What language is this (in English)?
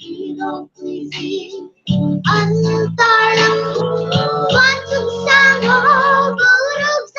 Hmar